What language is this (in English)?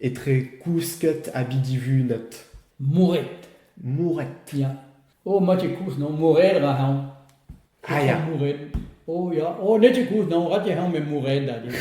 Breton